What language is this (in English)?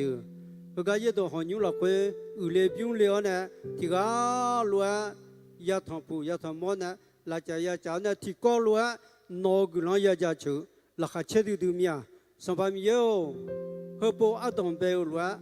Akha